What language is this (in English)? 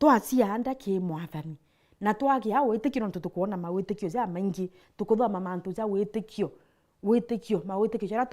Meru